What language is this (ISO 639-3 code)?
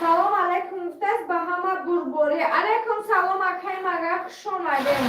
tgk